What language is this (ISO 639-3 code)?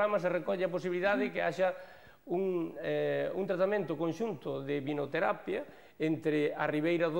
glg